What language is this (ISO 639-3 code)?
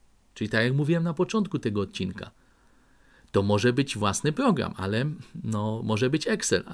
pol